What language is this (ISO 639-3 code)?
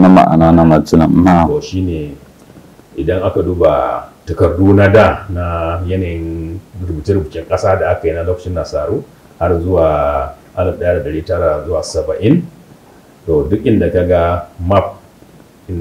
hau